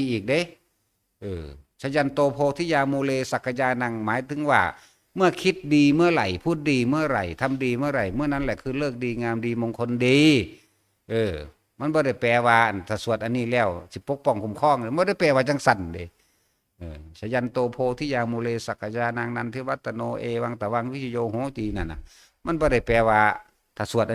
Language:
Northeastern Thai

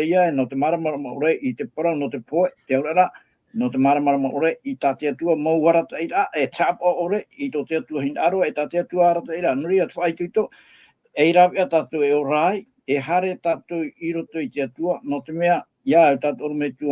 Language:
Tahitian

